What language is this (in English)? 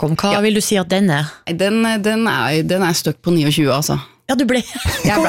Norwegian